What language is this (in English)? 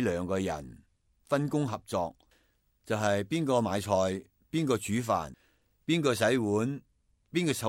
Cantonese